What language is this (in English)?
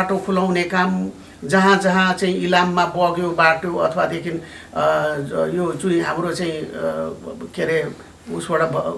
Nepali